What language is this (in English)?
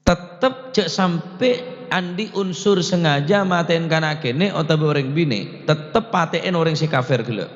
Madurese